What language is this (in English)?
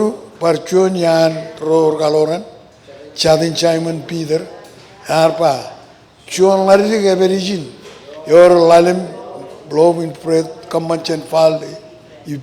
Marshallese